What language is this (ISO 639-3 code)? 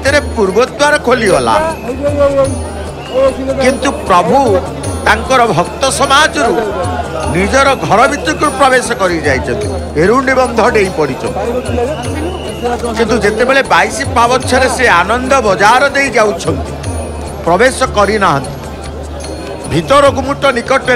ori